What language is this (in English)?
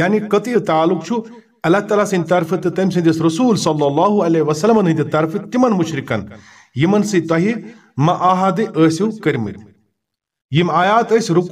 Kashmiri